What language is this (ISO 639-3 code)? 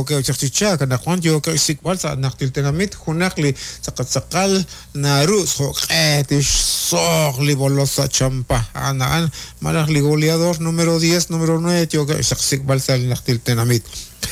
kek